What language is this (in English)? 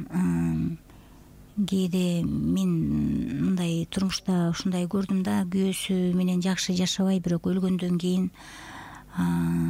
Kyrgyz